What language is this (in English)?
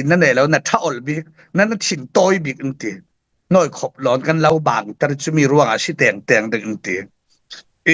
Falam Chin